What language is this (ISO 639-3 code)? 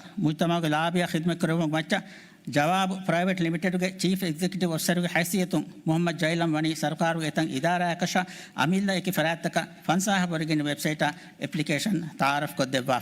div